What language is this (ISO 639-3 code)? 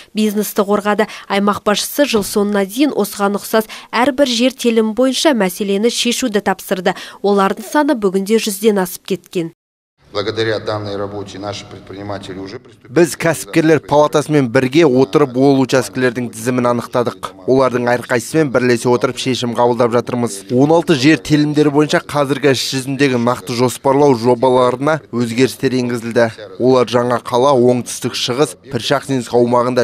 kaz